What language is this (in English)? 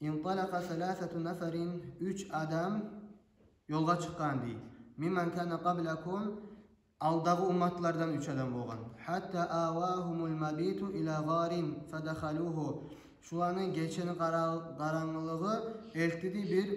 Kumyk